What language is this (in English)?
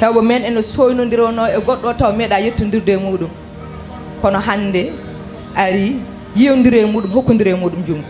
Fula